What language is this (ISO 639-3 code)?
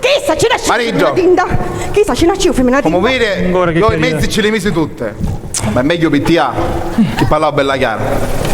scn